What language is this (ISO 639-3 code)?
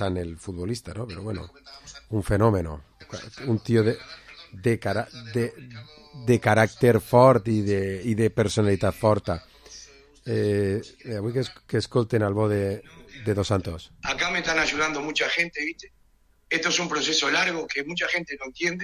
cat